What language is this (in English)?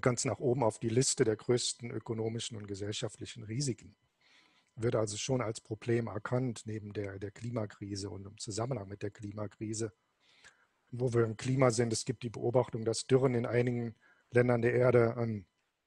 German